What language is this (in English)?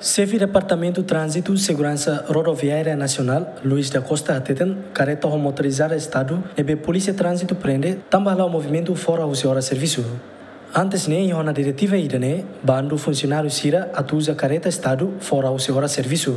Tetum